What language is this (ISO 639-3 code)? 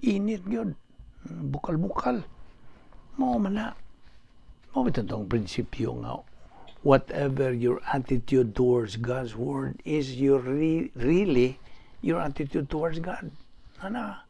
ceb